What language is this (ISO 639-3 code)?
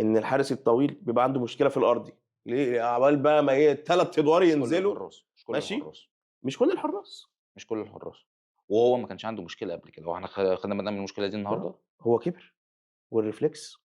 arz